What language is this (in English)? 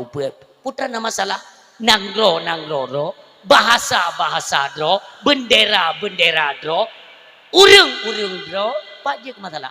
Achinese